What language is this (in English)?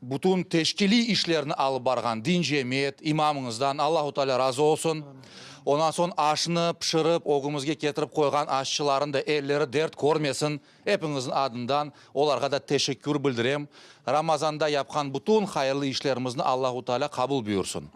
Crimean Tatar